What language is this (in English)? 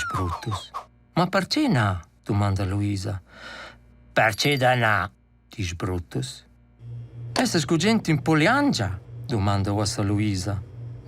Romansh